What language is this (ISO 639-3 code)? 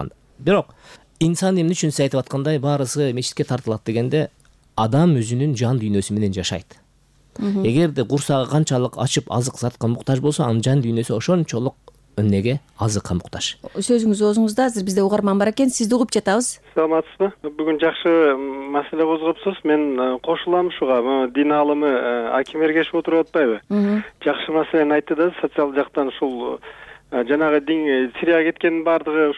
kir